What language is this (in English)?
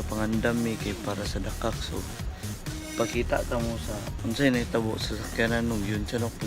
Cebuano